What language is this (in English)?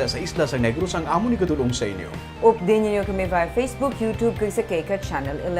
Hiligaynon